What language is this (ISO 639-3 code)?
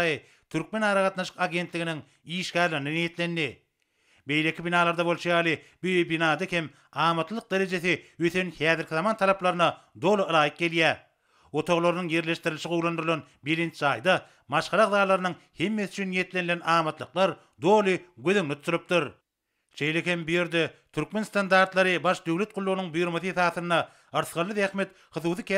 tuk